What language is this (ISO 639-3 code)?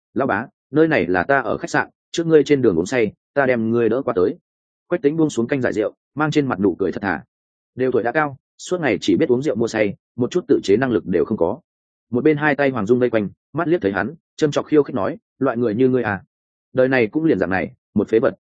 vie